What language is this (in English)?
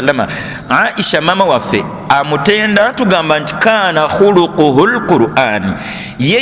Ganda